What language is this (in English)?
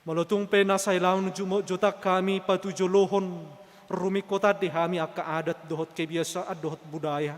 Batak Toba